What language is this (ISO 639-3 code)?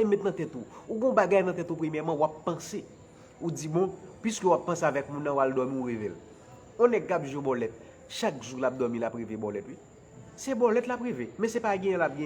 hat